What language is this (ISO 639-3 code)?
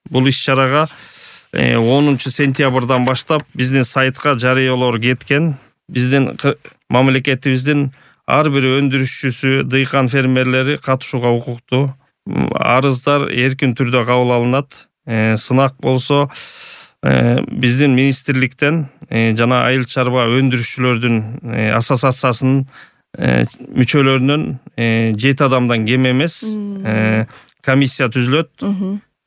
kir